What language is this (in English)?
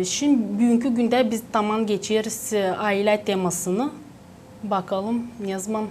Gagauz